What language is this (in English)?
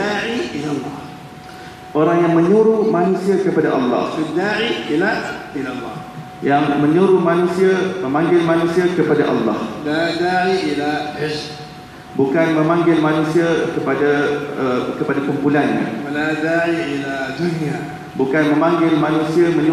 Malay